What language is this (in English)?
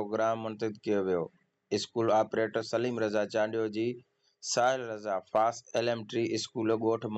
Sindhi